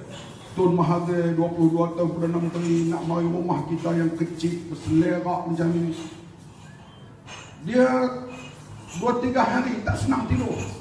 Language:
Malay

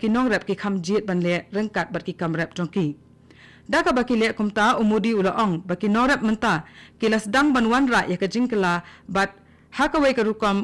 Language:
Khasi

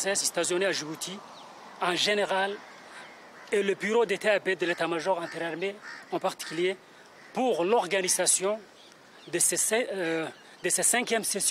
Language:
French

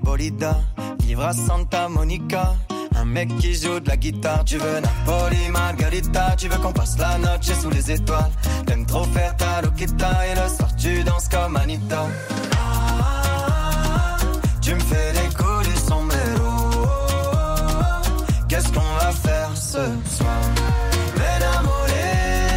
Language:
French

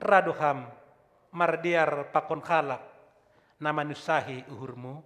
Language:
Batak Simalungun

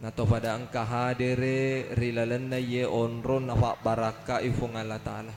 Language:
Buginese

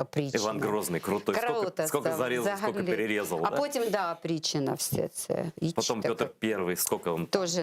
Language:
Crimean Tatar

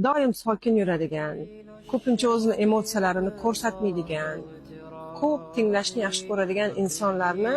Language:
Uzbek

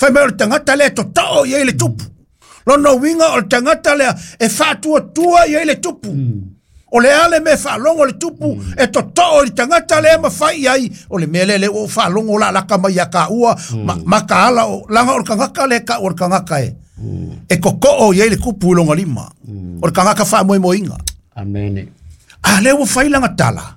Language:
Samoan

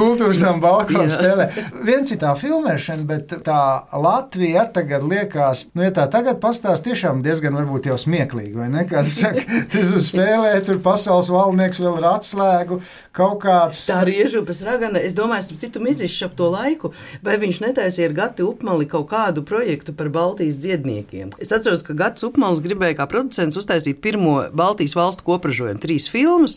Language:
Latvian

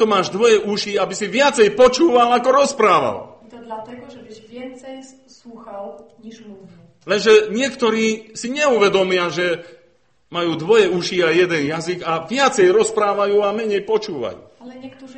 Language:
Slovak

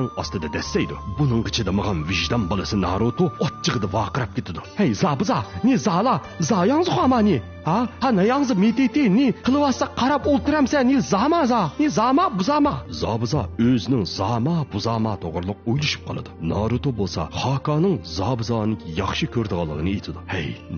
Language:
Uyghur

